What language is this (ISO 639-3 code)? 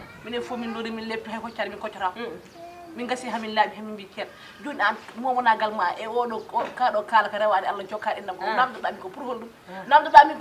ful